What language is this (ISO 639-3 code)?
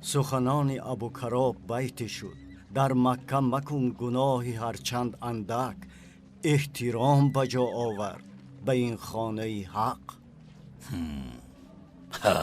tgk